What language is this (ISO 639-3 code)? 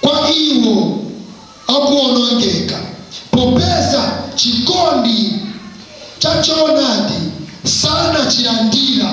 nya